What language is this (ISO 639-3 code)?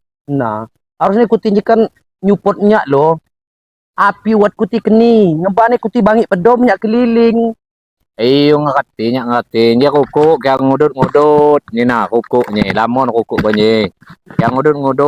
ljp